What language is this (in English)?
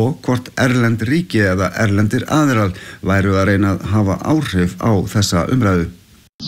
Icelandic